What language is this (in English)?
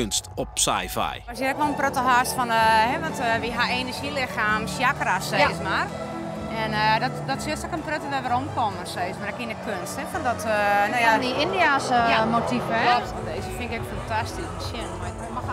Western Frisian